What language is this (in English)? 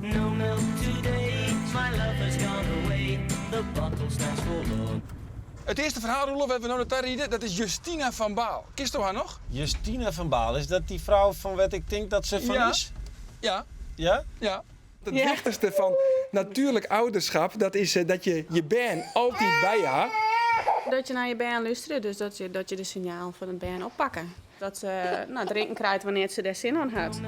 Western Frisian